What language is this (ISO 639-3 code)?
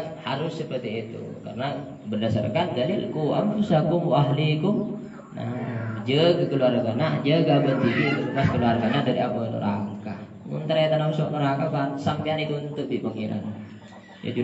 mad